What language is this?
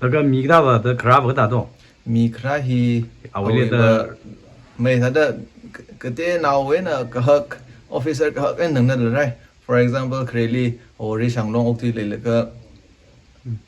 Tangkhul Naga (India)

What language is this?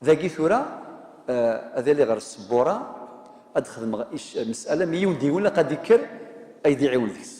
Kabyle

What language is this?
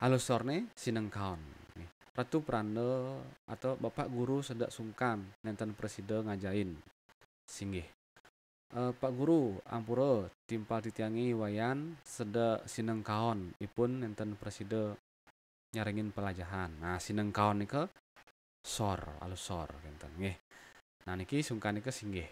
Balinese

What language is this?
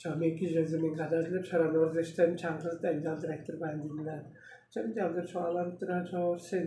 Tuvinian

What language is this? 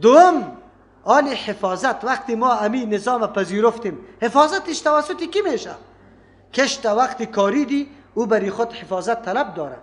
Persian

